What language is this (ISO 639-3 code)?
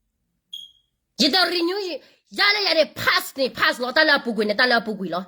ksw